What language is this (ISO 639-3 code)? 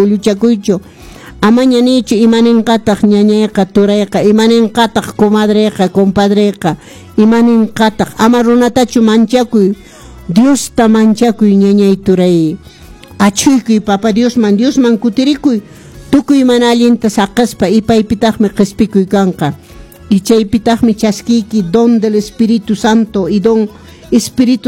que